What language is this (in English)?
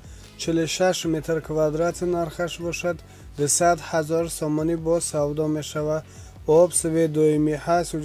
Tajik